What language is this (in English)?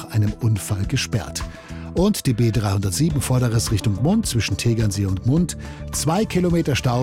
German